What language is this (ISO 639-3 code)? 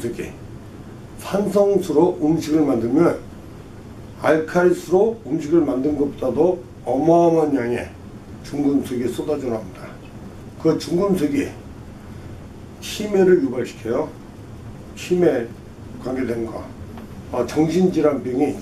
kor